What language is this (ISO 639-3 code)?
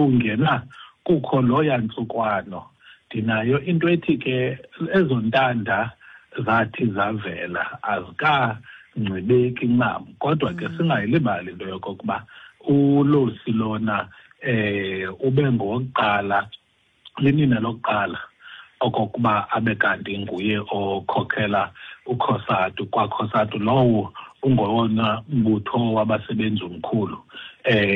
xho